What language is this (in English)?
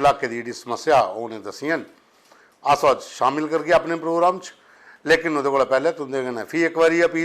Dogri